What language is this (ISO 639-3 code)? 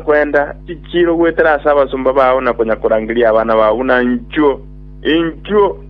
guz